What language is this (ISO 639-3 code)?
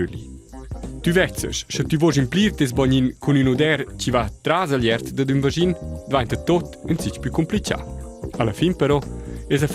roh